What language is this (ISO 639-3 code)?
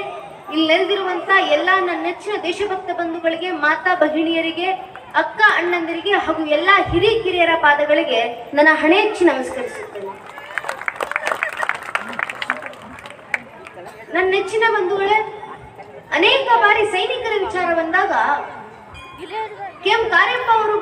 kan